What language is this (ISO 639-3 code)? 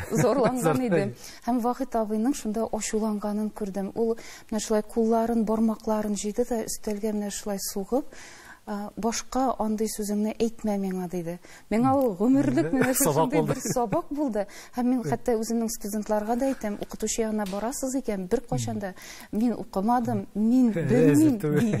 tat